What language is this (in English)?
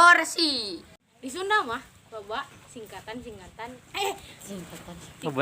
Sundanese